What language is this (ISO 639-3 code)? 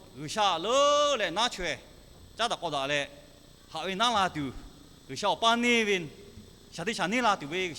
lhu